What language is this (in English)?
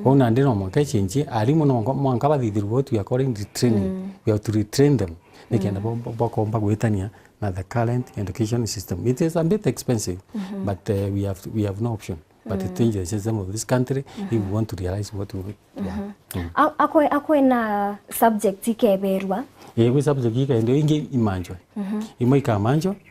Meru